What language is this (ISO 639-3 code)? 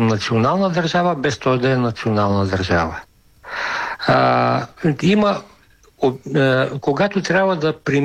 bul